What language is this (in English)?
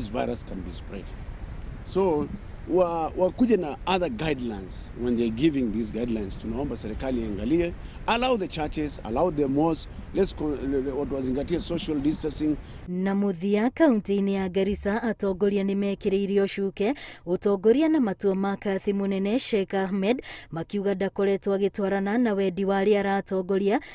Kikuyu